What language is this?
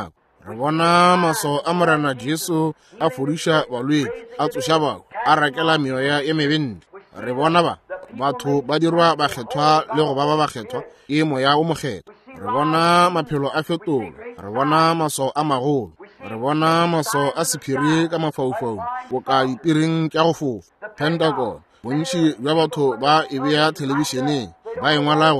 Northern Sotho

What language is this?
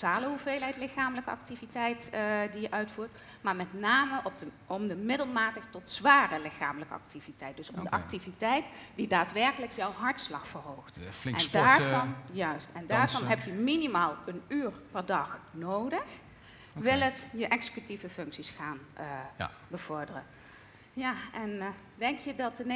Dutch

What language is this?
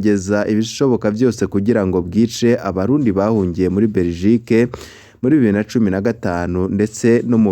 Rundi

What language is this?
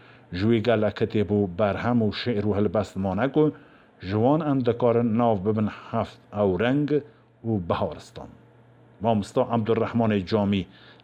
Kurdish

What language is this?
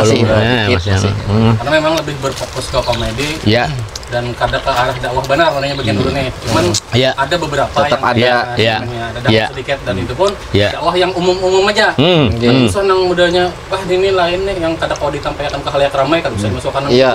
Banjar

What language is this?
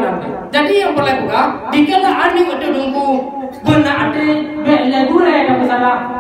Achinese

